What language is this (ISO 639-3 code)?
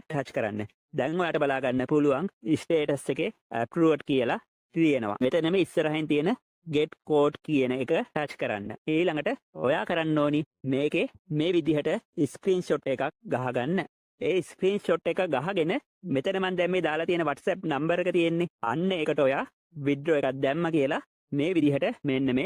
sin